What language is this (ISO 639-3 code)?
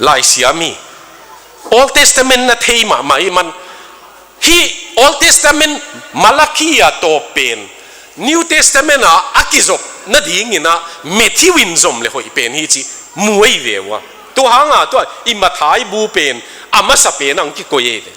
ctd